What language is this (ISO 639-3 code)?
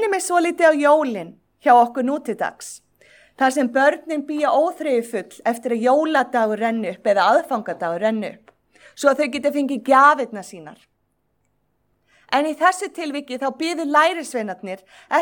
isl